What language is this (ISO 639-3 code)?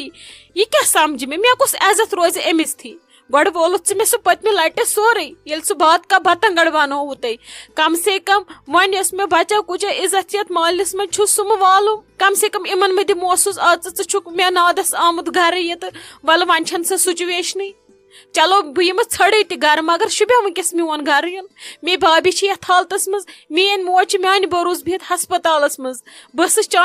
kas